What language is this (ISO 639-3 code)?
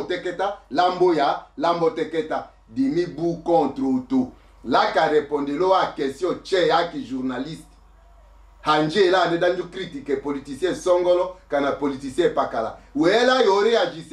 lin